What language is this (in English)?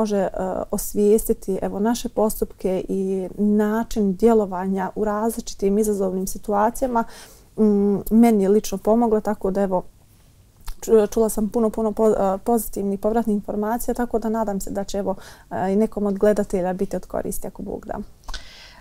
Bosnian